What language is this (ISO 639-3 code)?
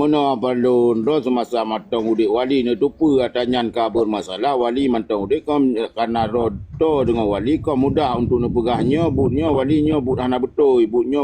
ace